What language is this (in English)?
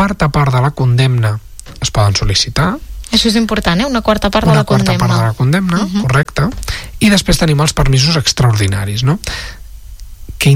Catalan